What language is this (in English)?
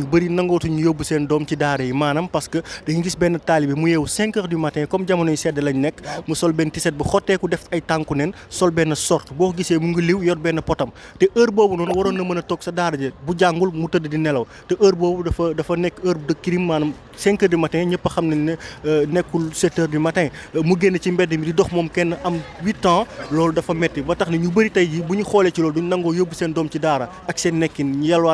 Wolof